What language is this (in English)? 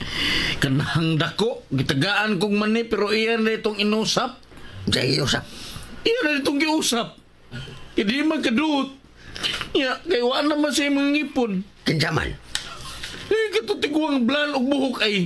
Cebuano